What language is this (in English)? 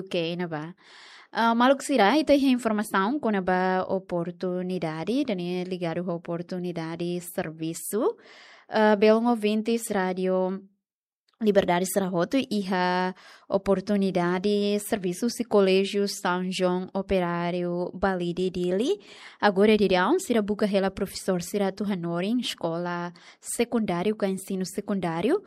Tetum